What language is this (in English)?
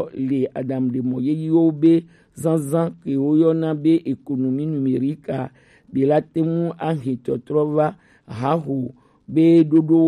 Gen